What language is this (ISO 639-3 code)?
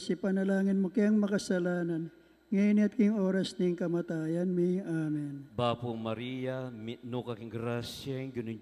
pam